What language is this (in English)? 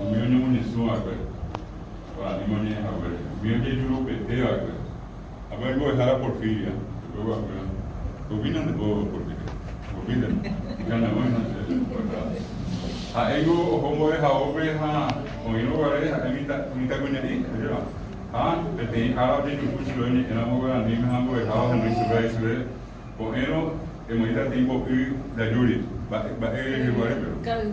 Guarani